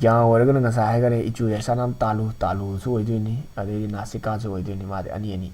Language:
Manipuri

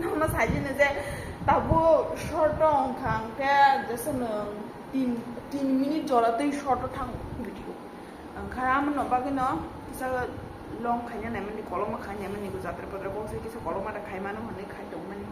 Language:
Kok Borok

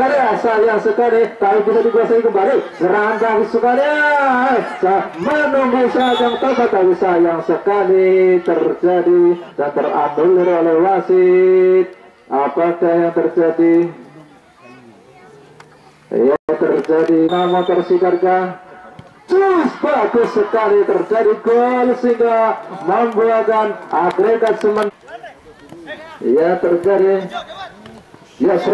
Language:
Indonesian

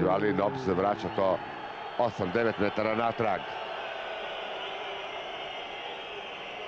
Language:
Croatian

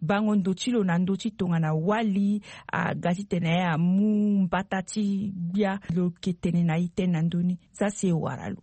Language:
Sango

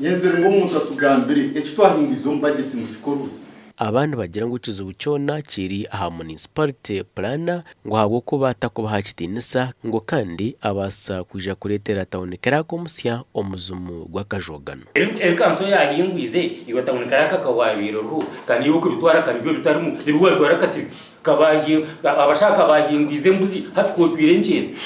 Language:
Nyankole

